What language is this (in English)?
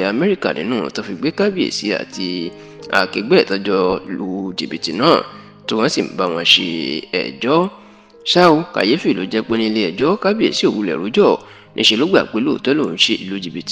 Yoruba